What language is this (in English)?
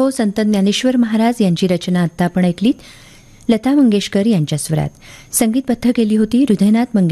Marathi